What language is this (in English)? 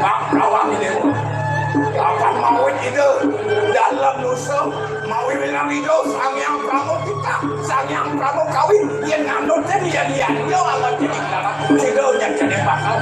Balinese